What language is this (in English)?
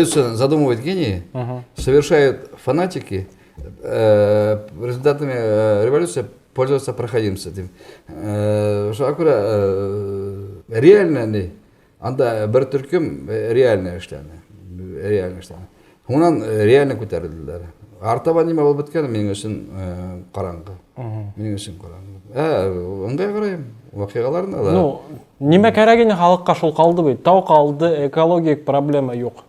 Bashkir